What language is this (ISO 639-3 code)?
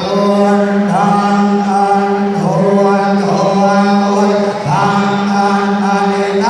pli